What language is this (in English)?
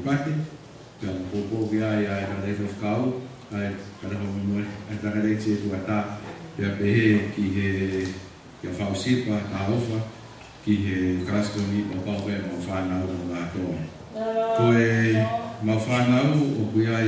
Tongan